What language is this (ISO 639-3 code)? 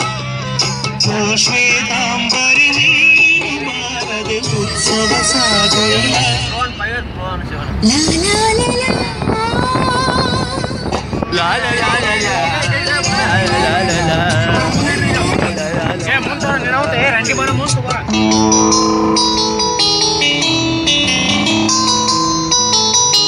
kan